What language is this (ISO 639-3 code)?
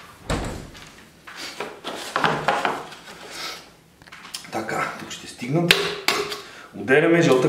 bul